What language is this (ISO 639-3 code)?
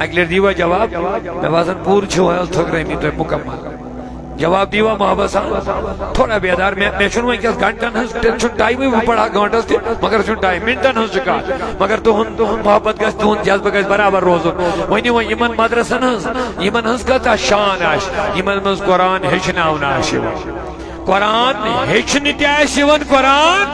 kas